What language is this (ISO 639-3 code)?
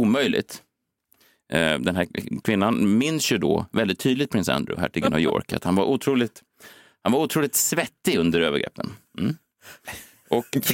swe